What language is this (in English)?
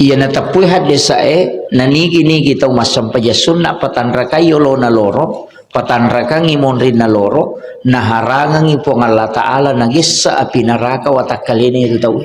Buginese